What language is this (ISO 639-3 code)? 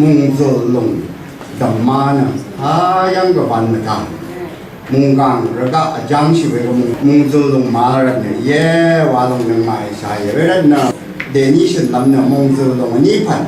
raw